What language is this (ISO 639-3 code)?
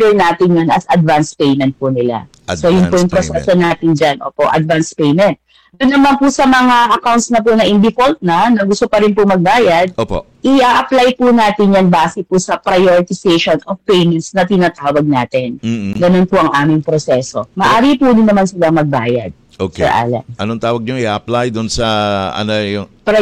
fil